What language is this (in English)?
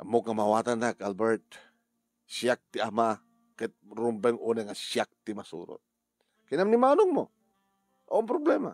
Iloko